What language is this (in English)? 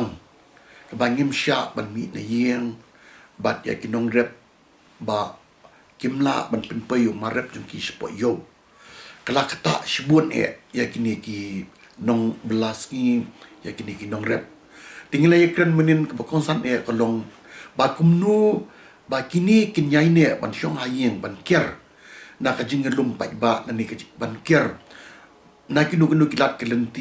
Khasi